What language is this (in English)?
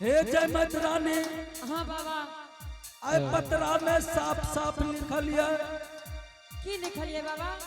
Angika